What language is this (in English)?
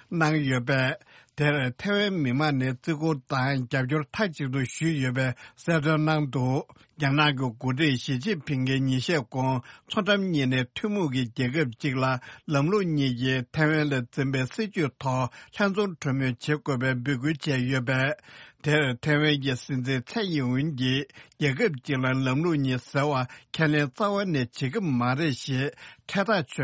Tibetan